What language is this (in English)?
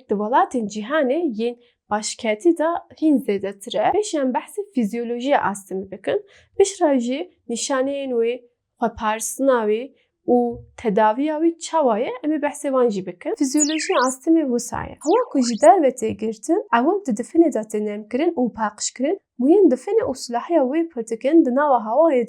Kurdish